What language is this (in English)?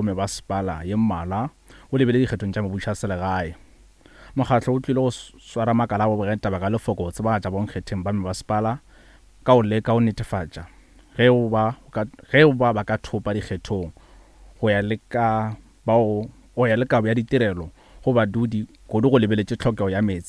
Northern Sotho